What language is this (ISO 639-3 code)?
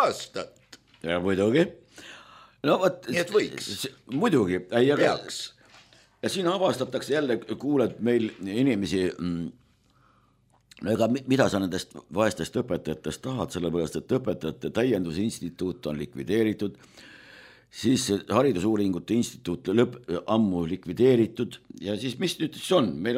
est